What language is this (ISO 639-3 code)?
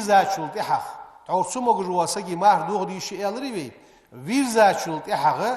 inh